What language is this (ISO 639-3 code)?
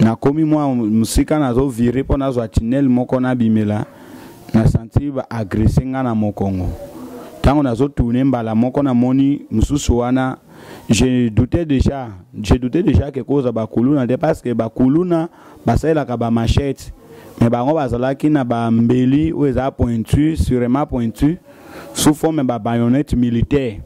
lin